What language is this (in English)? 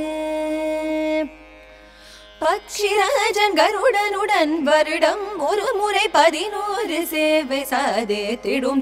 Tamil